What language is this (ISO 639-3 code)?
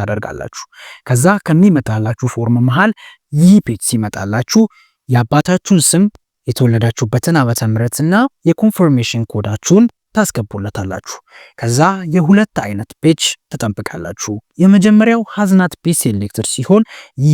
amh